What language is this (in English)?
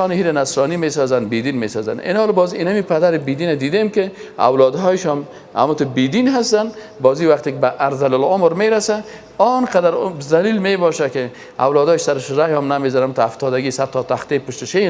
Persian